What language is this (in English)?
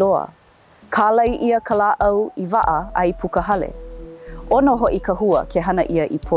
Hawaiian